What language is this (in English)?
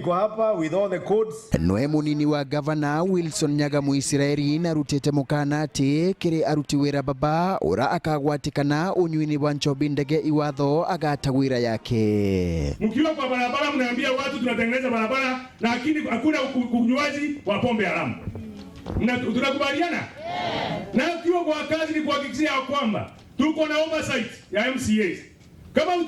Meru